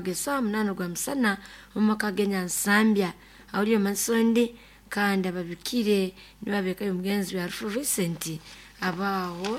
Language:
Nyoro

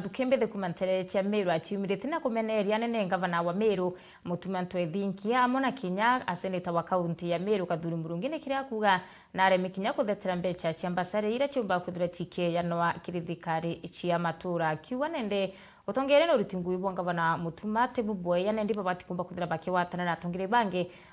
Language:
Meru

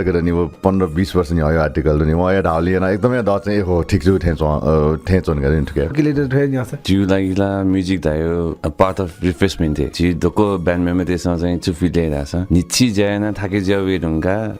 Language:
Newari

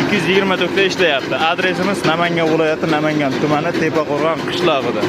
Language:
Uzbek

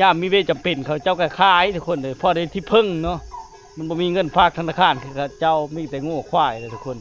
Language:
Lao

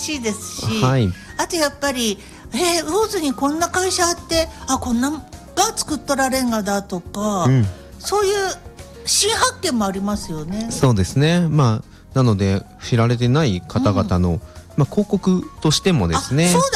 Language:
Japanese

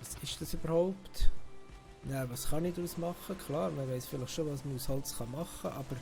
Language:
Swiss German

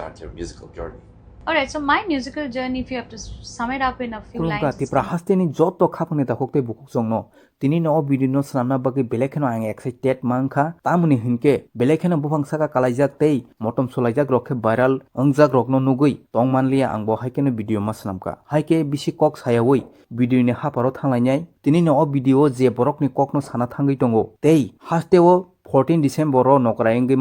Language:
Kok Borok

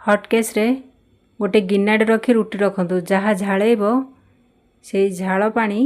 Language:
Odia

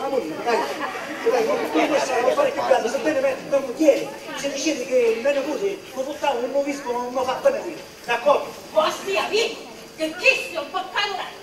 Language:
Sicilian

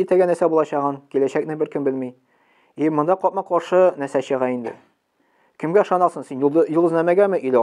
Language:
Tatar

